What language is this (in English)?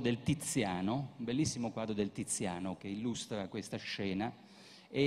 Italian